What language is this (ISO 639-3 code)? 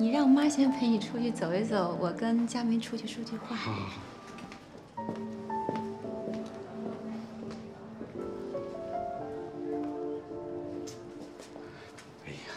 zho